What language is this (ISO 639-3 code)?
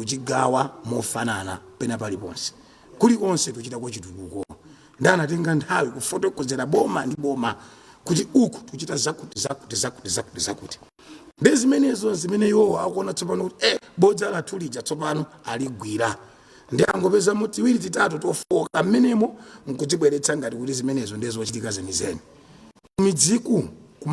nya